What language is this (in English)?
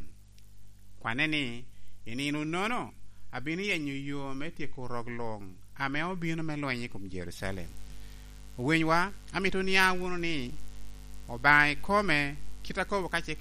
Lango (Uganda)